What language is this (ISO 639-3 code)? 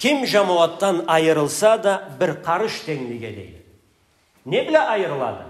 krc